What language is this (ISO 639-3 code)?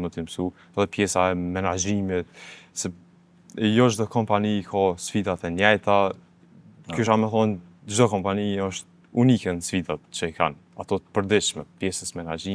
sqi